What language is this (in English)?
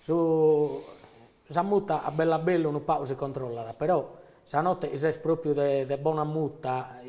Sardinian